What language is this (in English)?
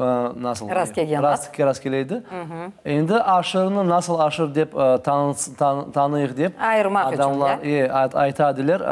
Crimean Tatar